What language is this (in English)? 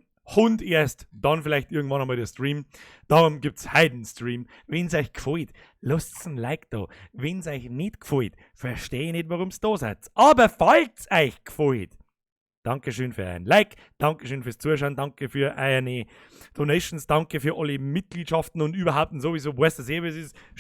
Bavarian